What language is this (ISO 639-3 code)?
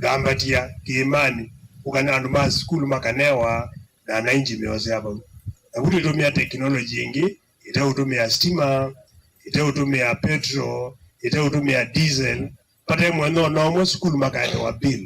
kam